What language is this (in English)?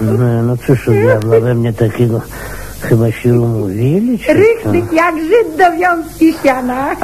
Polish